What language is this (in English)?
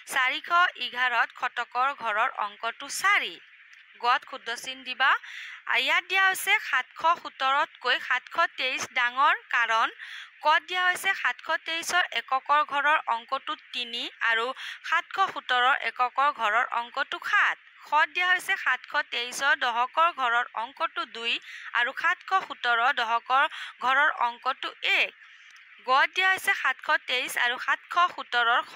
Assamese